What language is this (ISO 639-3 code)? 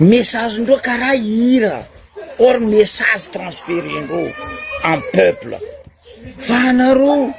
mlg